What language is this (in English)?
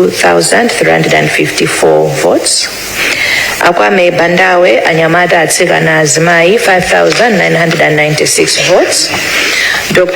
Nyanja